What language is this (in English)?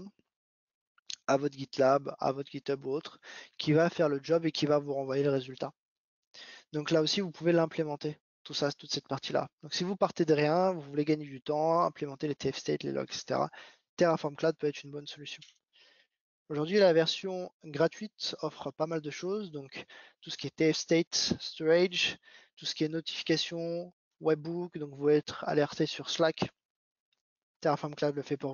French